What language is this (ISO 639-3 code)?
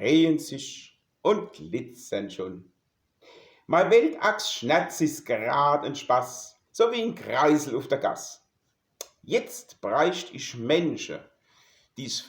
pfl